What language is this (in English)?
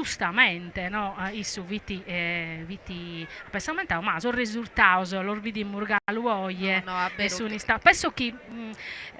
Sardinian